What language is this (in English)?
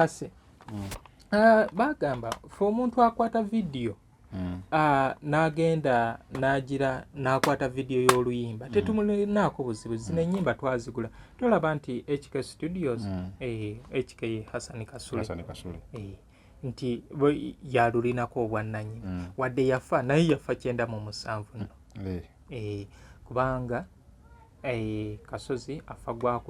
Ganda